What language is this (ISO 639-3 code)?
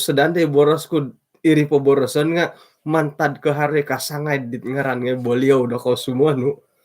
dtp